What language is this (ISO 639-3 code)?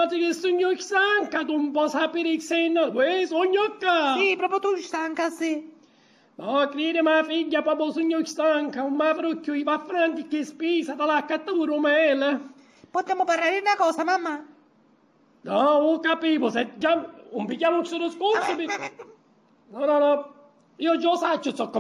scn